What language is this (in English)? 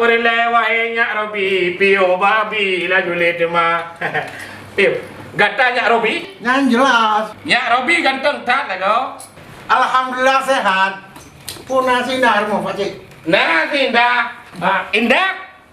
Achinese